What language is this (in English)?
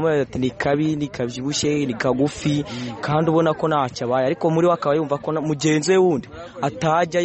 Kinyarwanda